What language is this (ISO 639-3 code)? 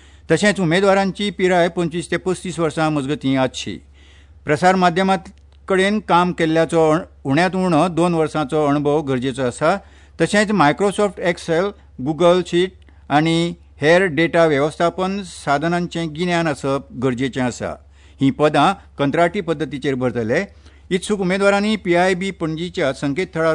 kok